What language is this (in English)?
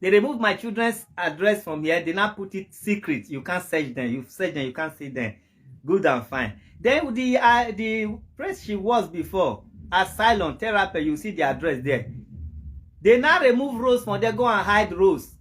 Nigerian Pidgin